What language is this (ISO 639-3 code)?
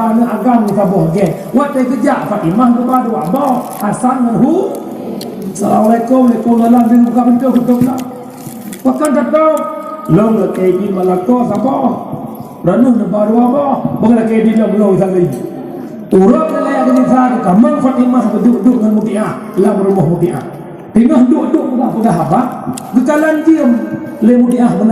ace